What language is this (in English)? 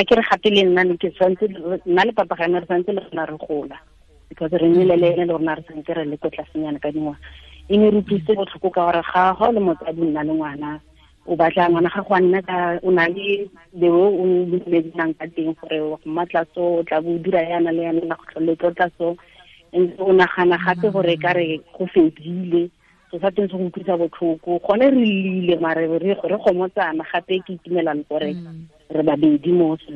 Tswana